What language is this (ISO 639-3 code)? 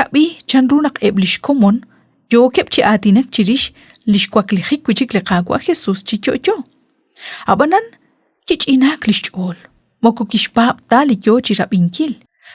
kek